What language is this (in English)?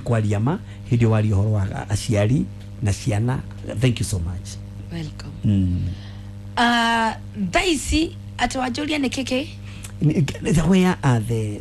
Kikuyu